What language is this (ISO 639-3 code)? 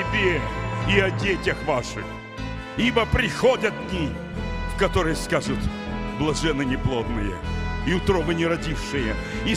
rus